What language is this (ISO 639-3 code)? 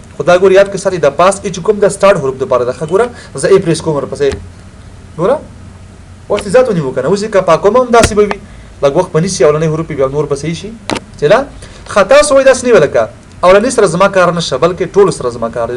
pus